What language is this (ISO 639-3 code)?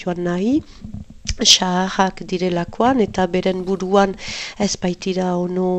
eus